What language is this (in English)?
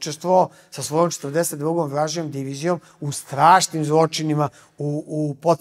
Serbian